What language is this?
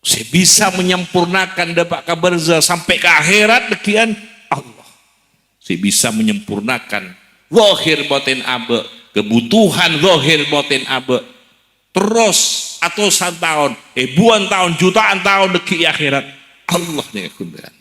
Madurese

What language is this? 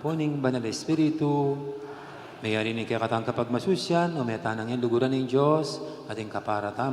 Pampanga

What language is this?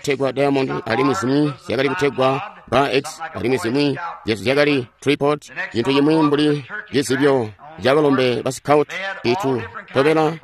Tonga (Zambia)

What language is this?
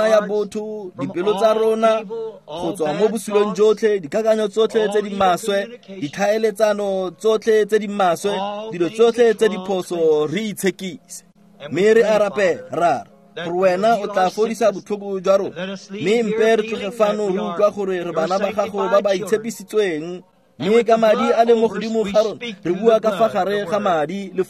Tswana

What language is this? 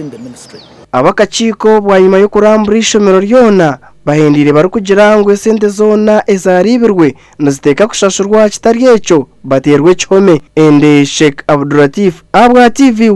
Nyankole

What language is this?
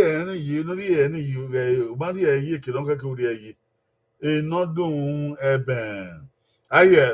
Bini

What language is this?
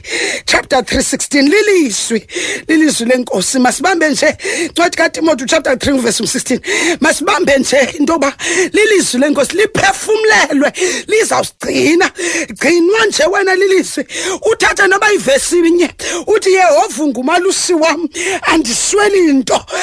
Xhosa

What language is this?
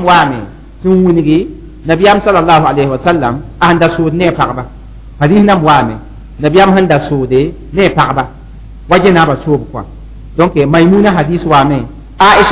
Mossi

